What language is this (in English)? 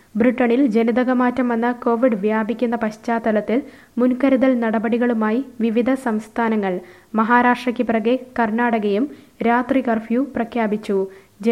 Malayalam